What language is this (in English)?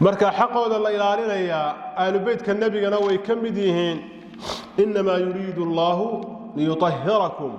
Somali